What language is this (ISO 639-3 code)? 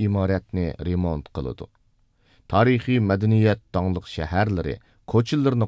uig